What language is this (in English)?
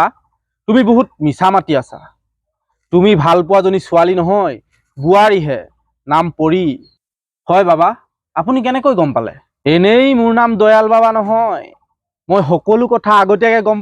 Assamese